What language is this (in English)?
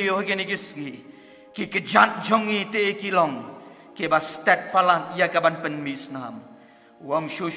Khasi